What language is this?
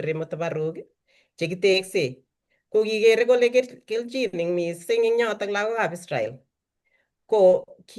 Kalenjin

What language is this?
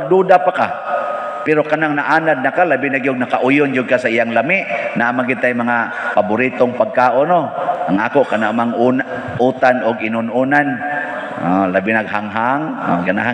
Cebuano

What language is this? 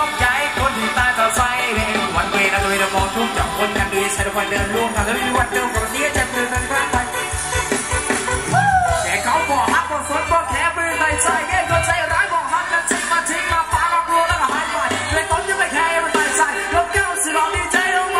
Thai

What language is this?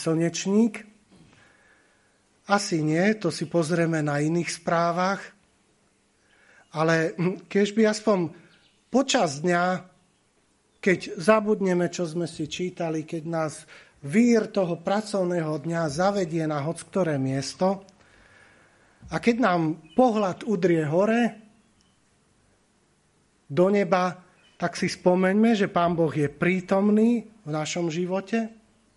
Slovak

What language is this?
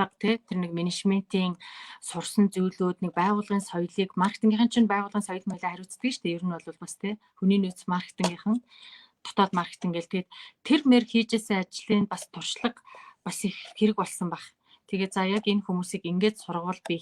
Mongolian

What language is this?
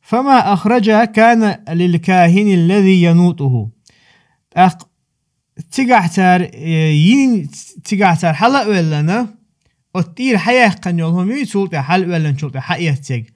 Chechen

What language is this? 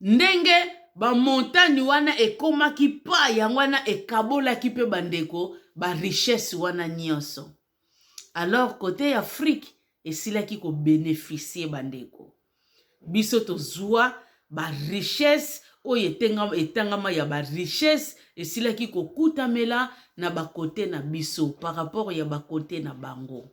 Lingala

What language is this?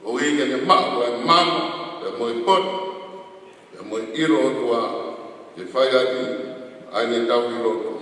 Tongan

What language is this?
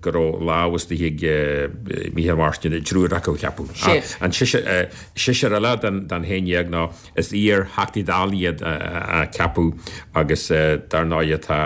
Irish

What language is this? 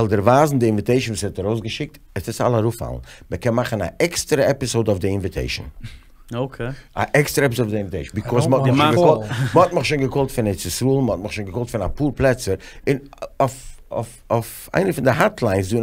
Yiddish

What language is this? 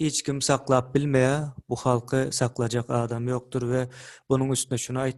Turkmen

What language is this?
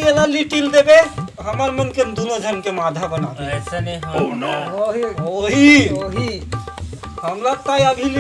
Chhattisgarhi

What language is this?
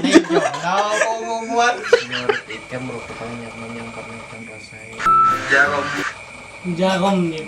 Banjar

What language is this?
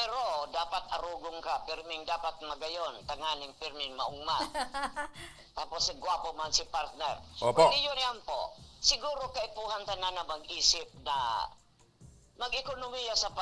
Bikol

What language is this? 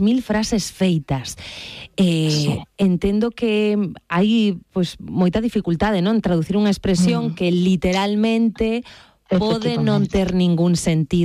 Galician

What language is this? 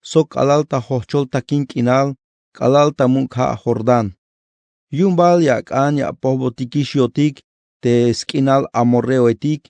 Tzeltal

